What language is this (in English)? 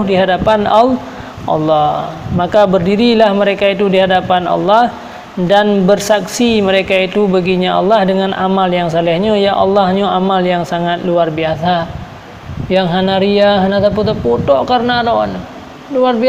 Achinese